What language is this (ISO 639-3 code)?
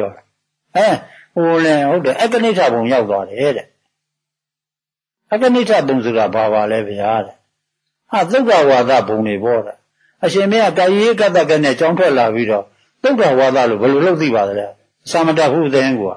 mya